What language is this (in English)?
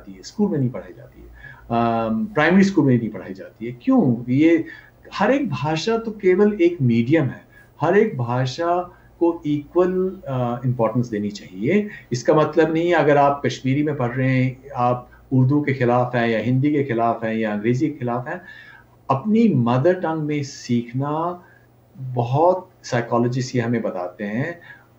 Hindi